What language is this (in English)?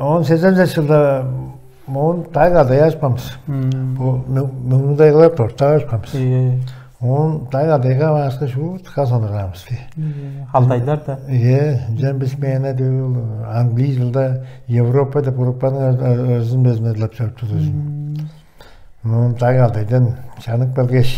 Tuvinian